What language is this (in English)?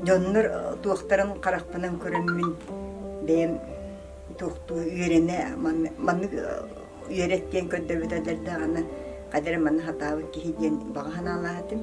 Yakut